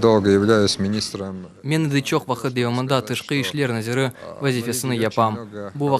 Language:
Crimean Tatar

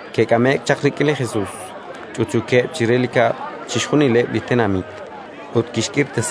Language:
Kekchí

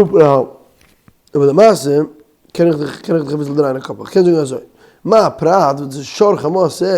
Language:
Yiddish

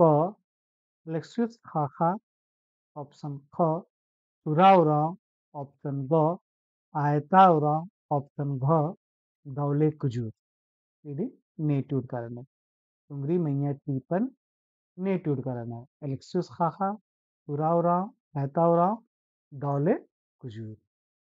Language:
Kurukh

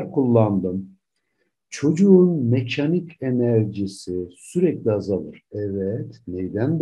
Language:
Turkish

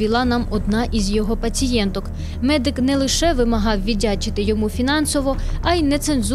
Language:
Ukrainian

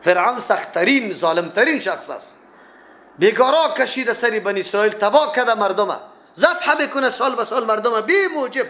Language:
Persian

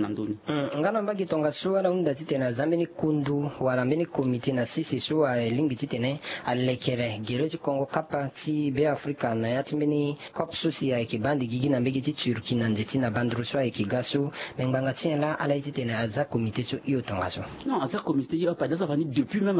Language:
Sango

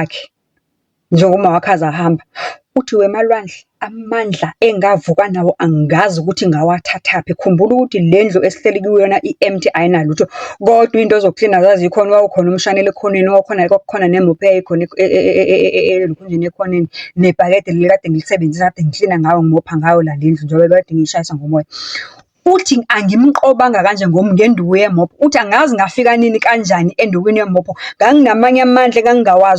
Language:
Zulu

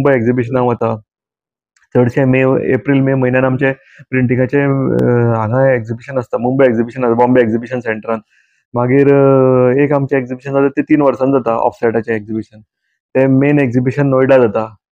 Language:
Konkani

